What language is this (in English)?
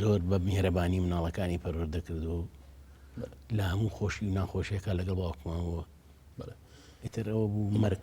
Central Kurdish